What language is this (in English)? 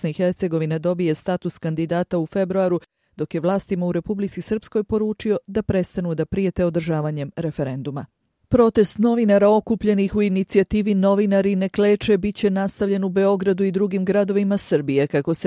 Bosnian